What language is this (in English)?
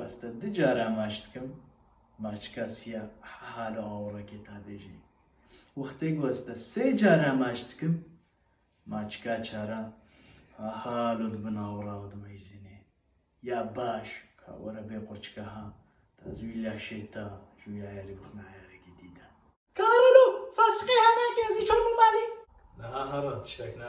Kurdish